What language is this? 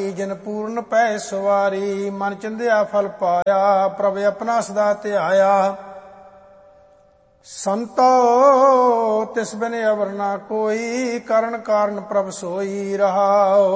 Punjabi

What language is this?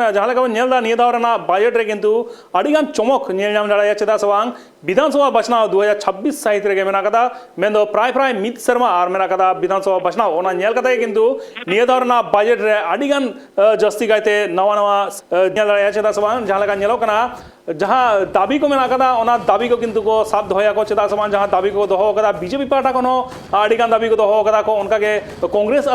Santali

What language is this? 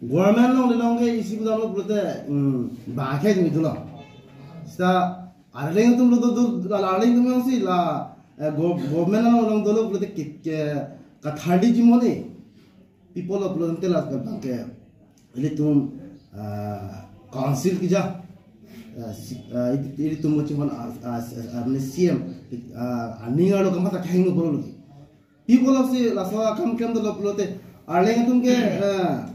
Karbi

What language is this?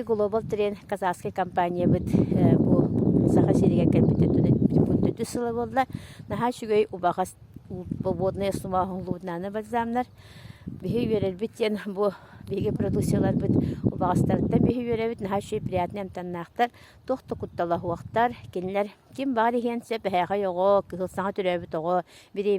Yakut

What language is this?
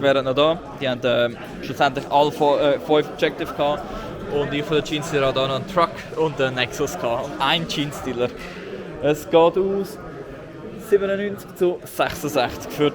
Swiss German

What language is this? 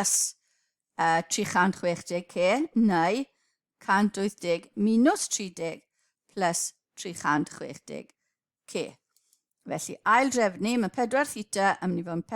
Welsh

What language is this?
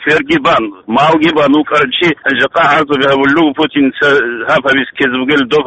Avaric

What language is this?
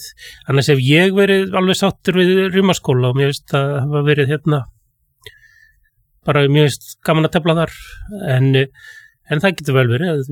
Icelandic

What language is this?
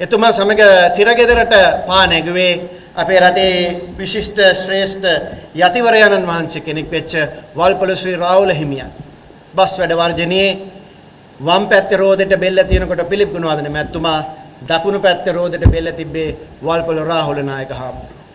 Sinhala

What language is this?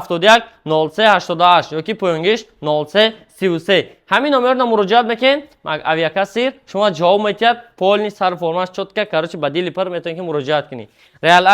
Tajik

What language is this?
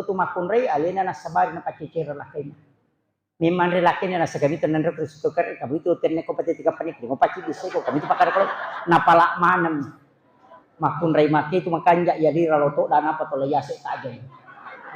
Buginese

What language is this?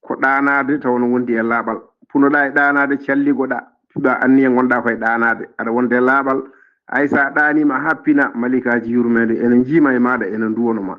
Fula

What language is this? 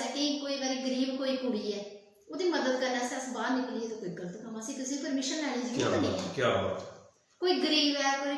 Dogri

